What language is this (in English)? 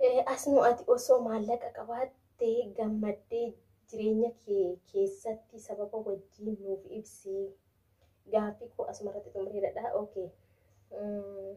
Oromo